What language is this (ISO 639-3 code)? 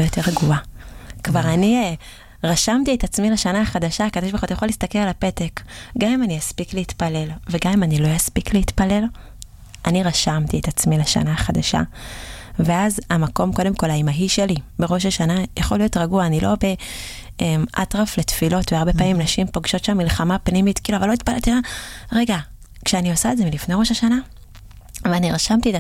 heb